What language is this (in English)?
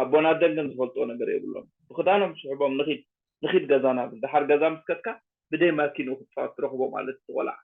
Tigrinya